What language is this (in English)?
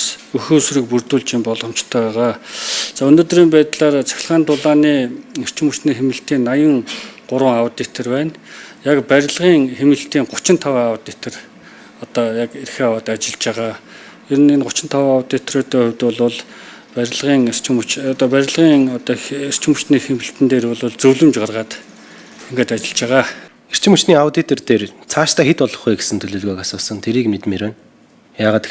Mongolian